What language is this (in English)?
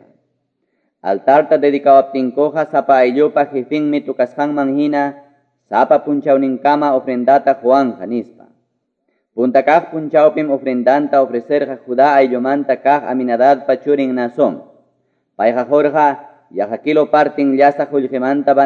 Quechua